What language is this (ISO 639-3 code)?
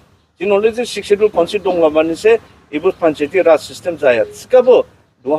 dis